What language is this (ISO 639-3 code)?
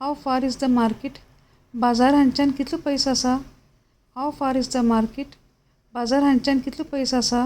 kok